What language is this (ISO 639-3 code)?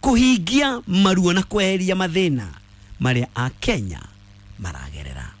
kik